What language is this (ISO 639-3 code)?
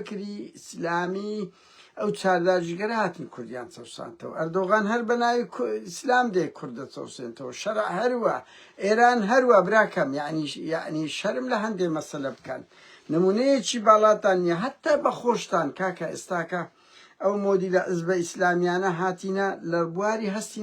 ckb